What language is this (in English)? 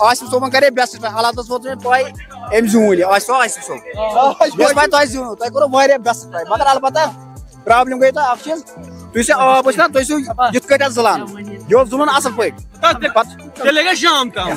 Kashmiri